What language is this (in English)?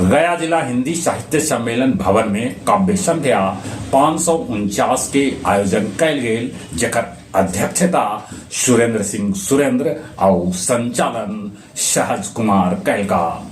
Magahi